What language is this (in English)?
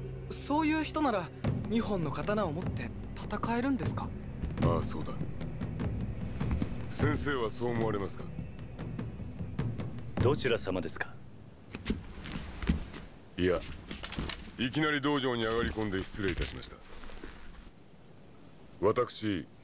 Japanese